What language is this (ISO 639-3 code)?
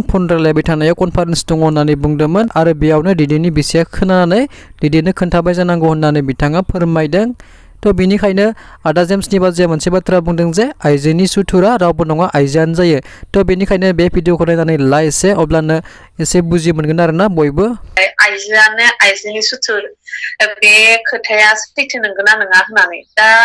brx